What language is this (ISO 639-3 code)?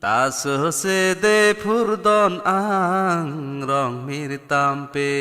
mjw